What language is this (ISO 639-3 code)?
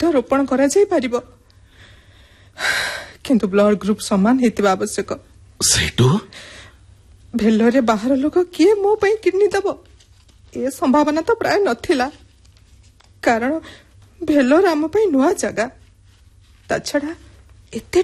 ori